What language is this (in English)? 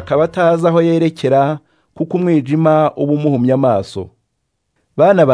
Kinyarwanda